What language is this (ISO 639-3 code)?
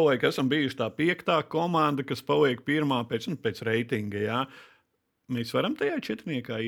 lav